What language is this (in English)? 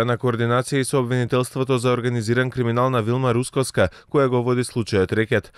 Macedonian